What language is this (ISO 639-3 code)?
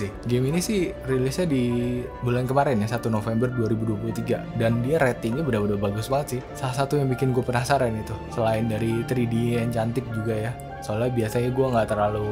ind